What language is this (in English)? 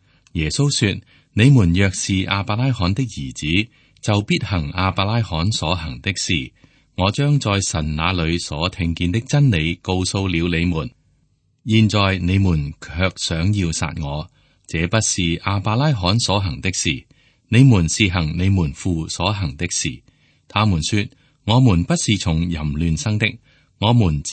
Cantonese